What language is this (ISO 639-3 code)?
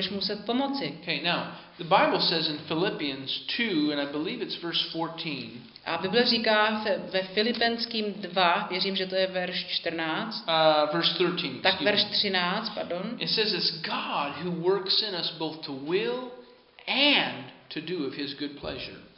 ces